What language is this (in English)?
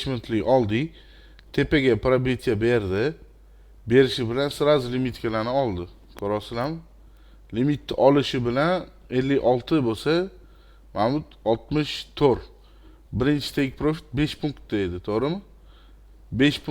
Uzbek